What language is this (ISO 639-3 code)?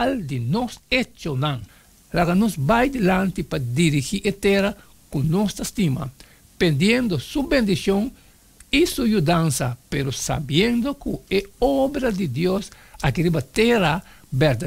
pap